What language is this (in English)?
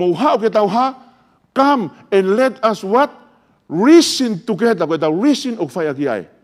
Tongan